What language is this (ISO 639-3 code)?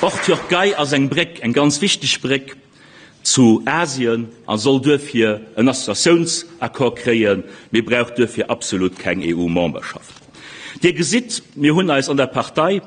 ltz